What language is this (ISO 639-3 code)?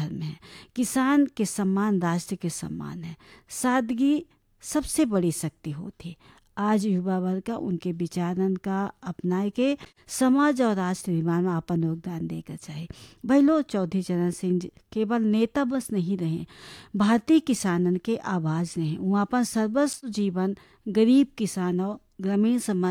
bho